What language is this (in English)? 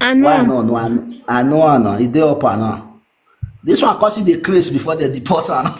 Nigerian Pidgin